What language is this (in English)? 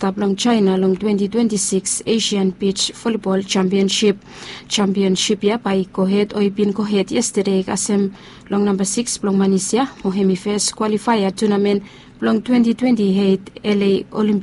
Bislama